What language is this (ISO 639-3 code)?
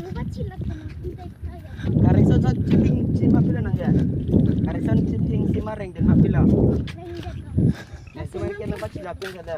mjw